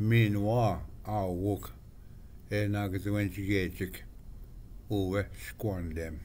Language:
Ojibwa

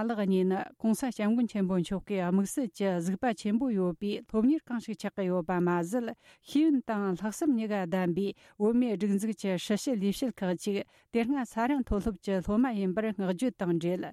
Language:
Tibetan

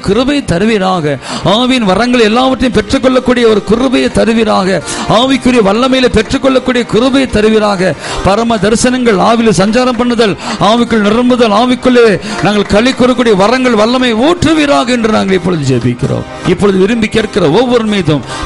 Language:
Tamil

